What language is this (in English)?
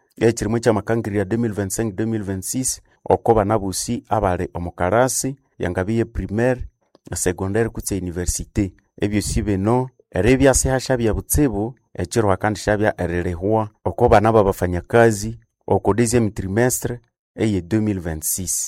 Nande